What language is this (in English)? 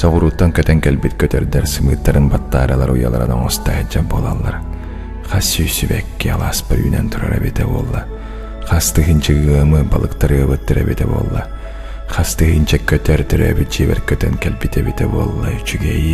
Yakut